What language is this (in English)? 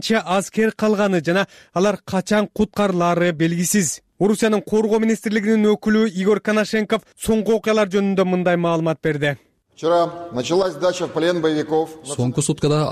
Kyrgyz